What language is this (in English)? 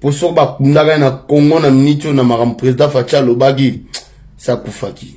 Lingala